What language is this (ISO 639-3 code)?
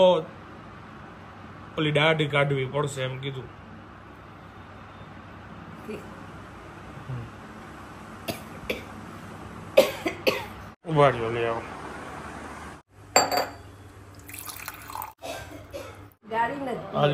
guj